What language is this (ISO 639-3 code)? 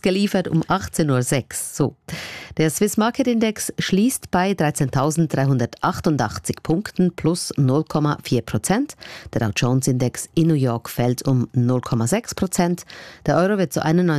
deu